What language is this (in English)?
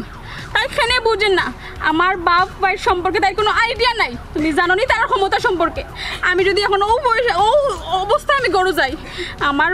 Sylheti